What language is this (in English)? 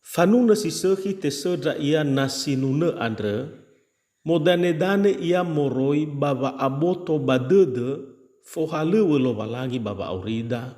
Nias